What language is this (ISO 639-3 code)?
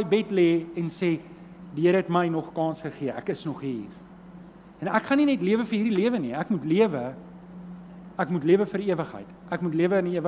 afr